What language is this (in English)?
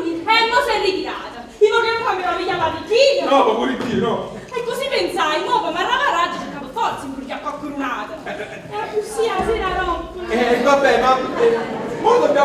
Neapolitan